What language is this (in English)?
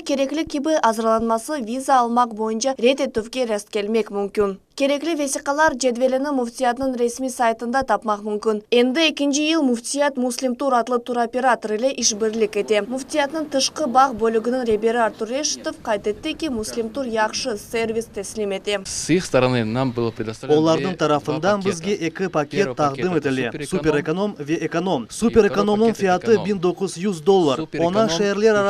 Crimean Tatar